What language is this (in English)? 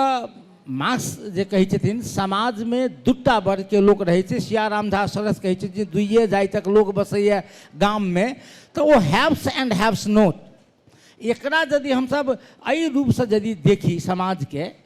Maithili